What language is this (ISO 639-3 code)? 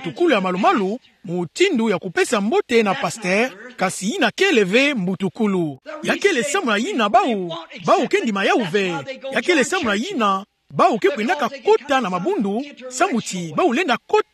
ktu